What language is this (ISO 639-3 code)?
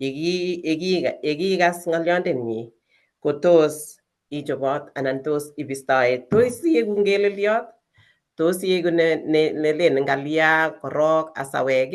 kln